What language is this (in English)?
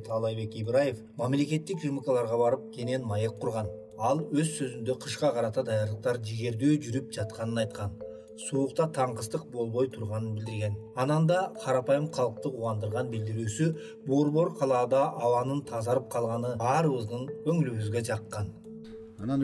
Kyrgyz